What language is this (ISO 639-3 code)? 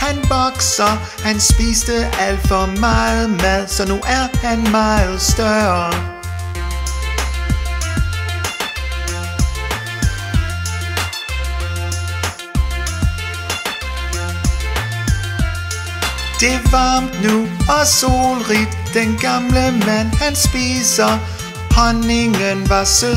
dan